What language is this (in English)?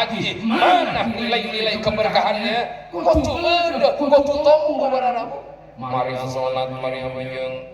Madurese